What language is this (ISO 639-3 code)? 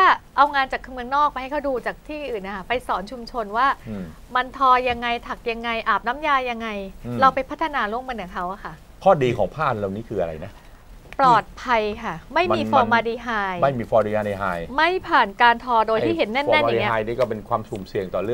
tha